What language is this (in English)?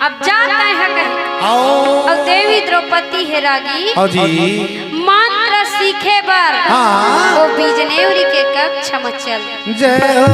Chhattisgarhi